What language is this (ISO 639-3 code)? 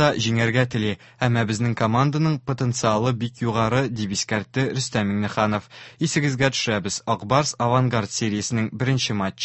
tat